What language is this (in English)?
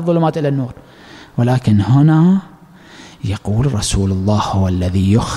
Arabic